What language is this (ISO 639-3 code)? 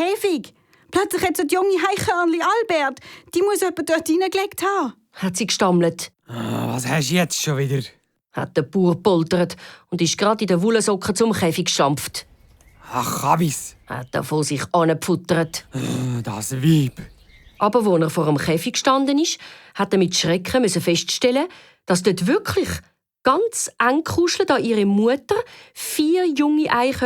gsw